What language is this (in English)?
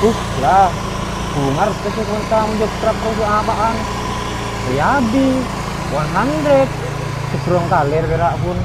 Madurese